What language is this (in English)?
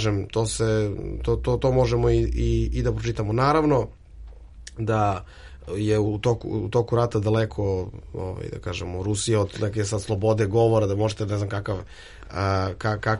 Serbian